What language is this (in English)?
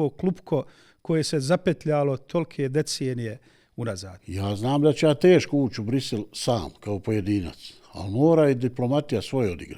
Bosnian